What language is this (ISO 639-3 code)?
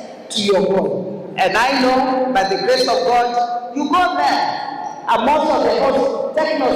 kam